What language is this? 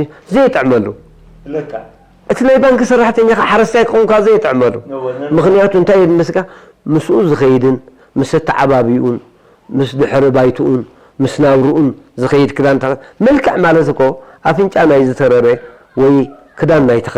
Tigrinya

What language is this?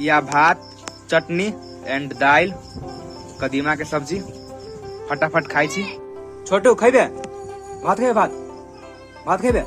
Maithili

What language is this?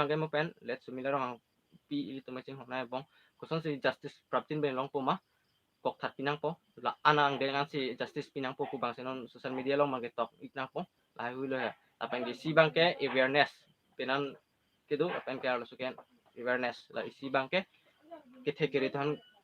Karbi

